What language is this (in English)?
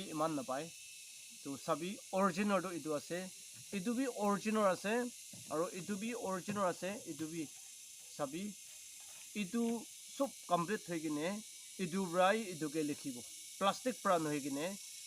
Naga Pidgin